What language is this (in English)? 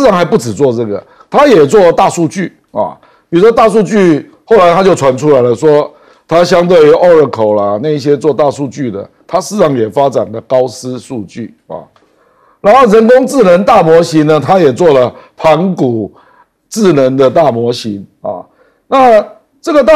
Chinese